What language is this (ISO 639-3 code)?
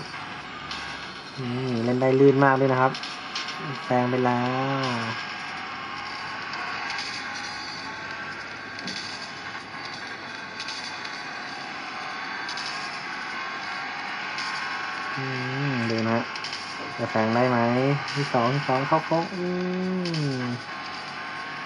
tha